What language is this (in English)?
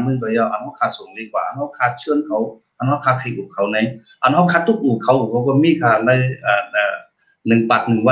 Shan